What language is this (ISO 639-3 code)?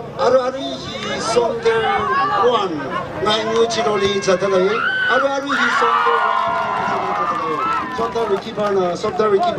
nmf